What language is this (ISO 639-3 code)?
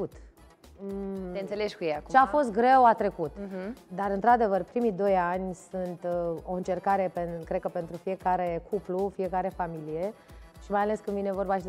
ron